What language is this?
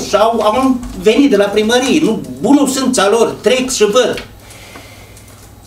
Romanian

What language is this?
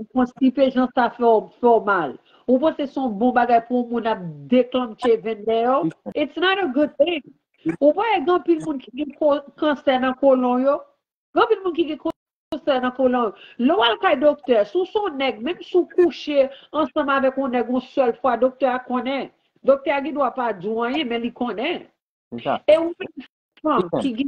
Haitian Creole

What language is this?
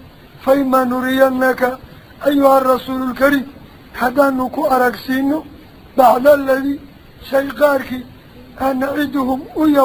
Somali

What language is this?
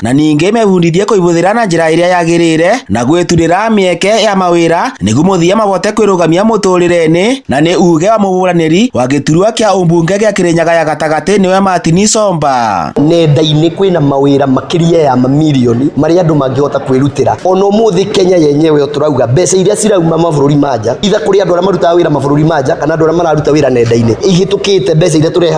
Kikuyu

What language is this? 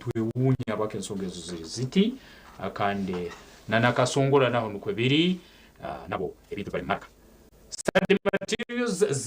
Nyankole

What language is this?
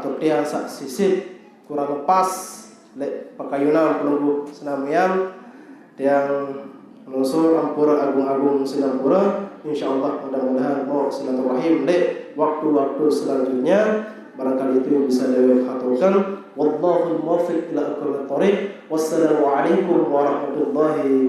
Sasak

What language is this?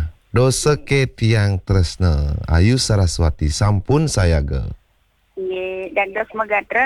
Balinese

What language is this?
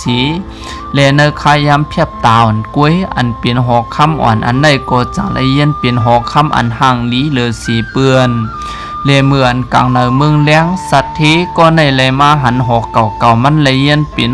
Shan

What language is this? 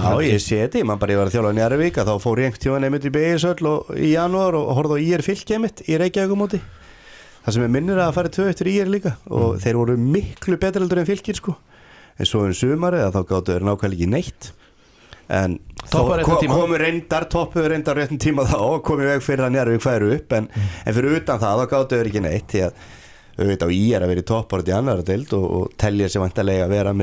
Icelandic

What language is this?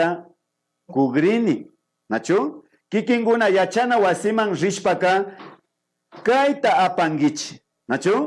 Imbabura Highland Quichua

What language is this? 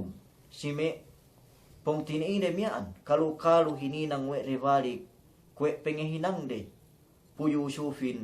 Yakan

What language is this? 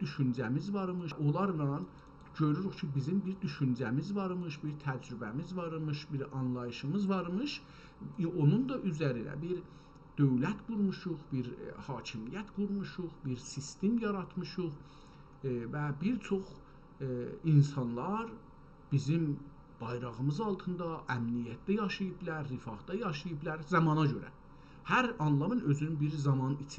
South Azerbaijani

